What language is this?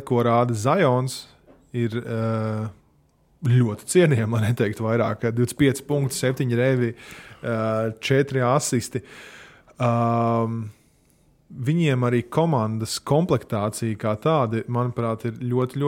Latvian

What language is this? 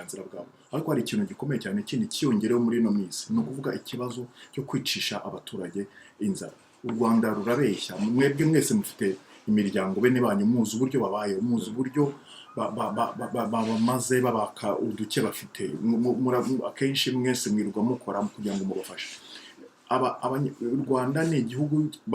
Kinyarwanda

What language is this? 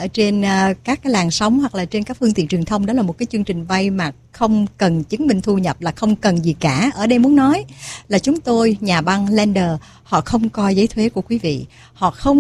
Vietnamese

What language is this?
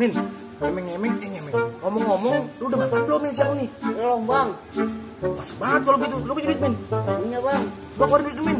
Betawi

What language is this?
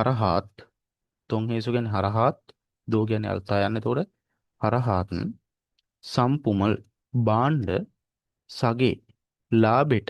Sinhala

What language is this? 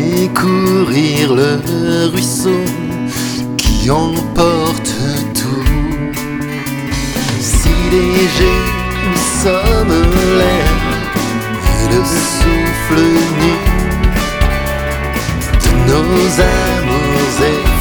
French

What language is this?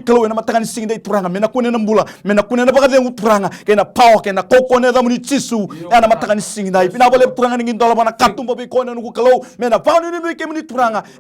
Fijian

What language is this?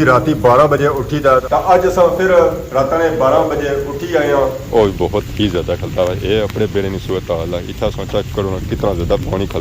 Pahari-Potwari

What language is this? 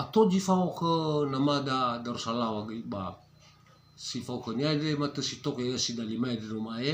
Nias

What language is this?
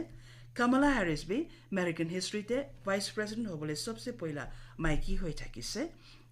Naga Pidgin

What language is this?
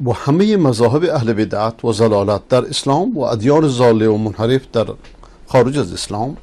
Persian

